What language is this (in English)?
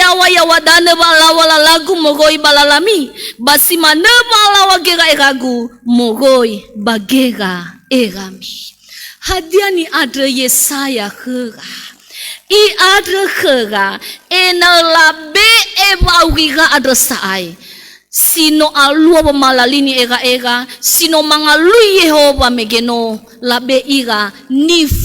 Nias